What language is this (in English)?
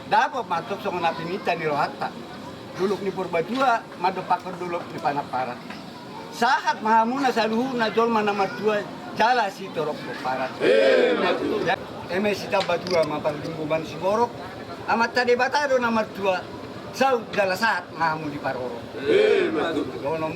Batak Toba